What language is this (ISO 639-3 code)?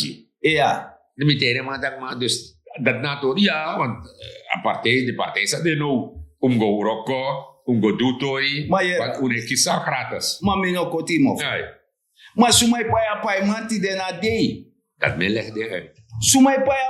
srn